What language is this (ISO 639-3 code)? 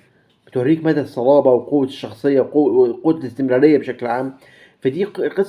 arz